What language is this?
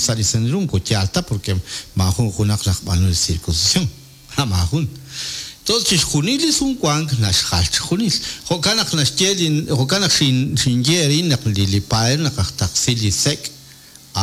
Kekchí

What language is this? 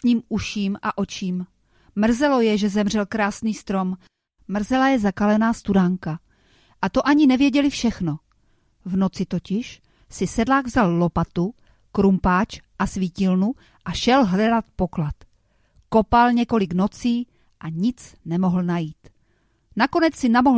Czech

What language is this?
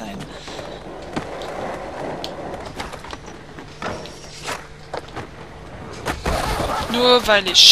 German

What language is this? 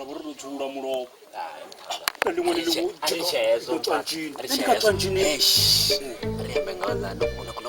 Venda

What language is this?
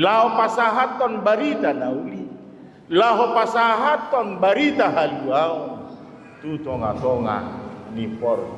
Batak Toba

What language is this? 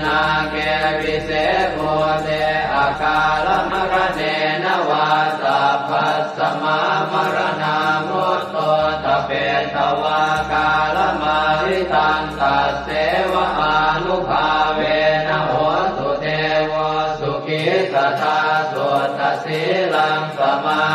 Pali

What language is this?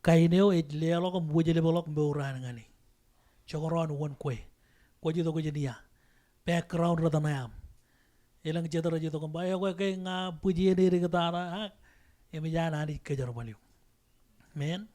Marshallese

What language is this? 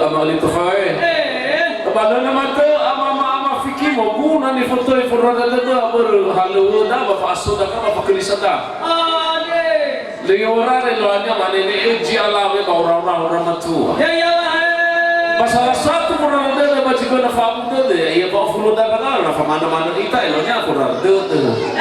Nias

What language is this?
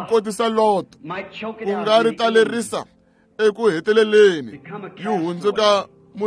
Tsonga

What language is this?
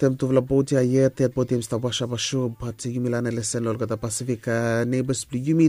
Bislama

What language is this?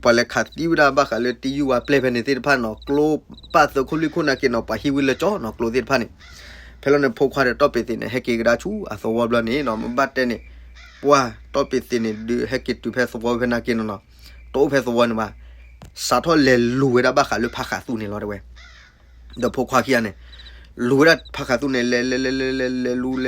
S'gaw Karen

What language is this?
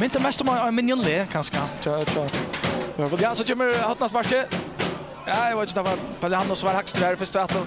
Faroese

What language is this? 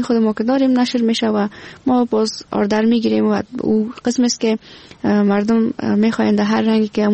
Persian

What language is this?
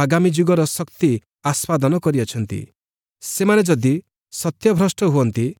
Odia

